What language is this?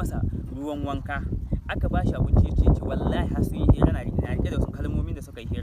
Hausa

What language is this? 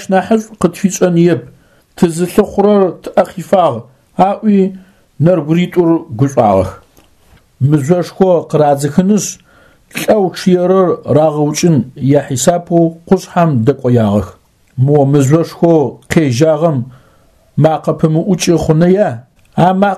Adyghe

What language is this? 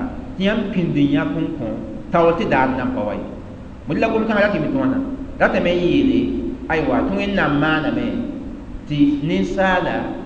Mossi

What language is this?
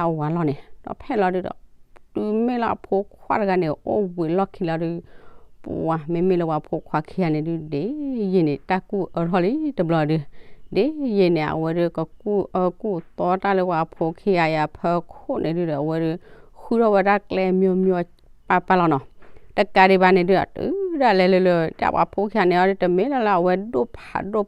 S'gaw Karen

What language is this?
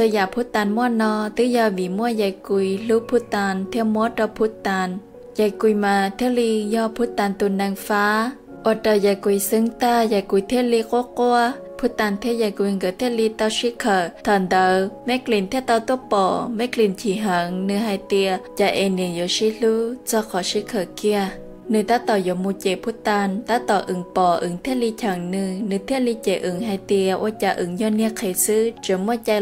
Hmong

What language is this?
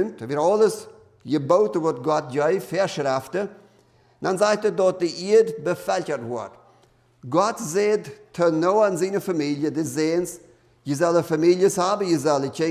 Plautdietsch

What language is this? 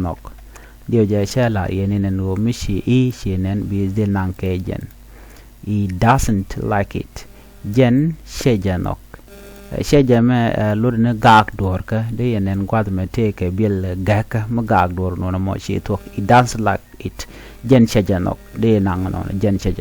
Nuer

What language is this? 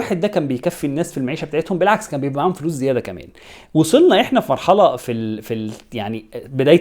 Egyptian Arabic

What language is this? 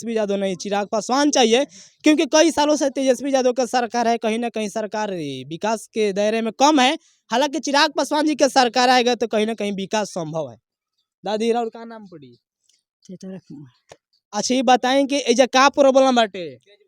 Bhojpuri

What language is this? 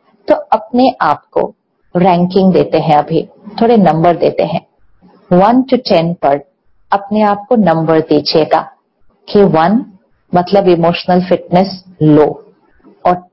Hindi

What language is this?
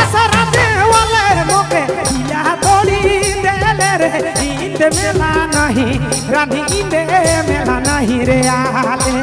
Sadri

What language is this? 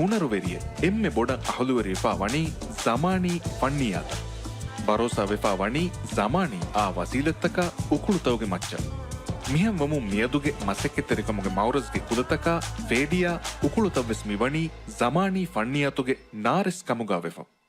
Divehi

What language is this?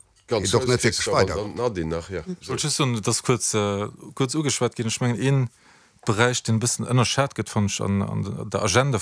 Luxembourgish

